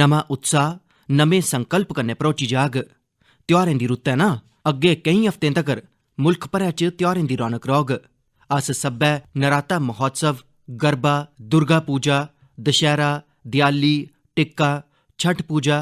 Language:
Dogri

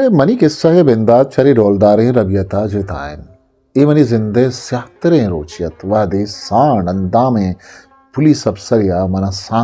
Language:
Eastern Balochi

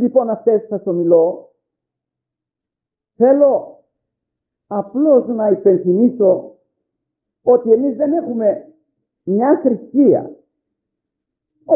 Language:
Greek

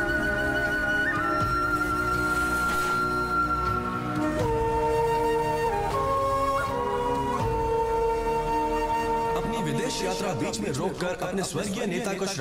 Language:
Hindi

